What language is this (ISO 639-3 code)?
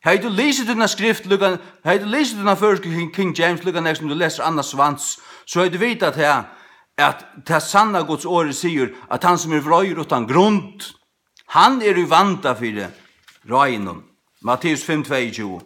fao